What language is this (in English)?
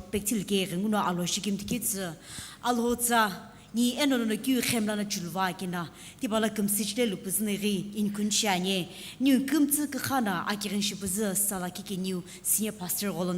Sumi Naga